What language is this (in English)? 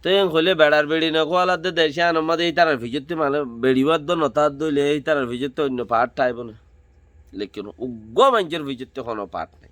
Rohingya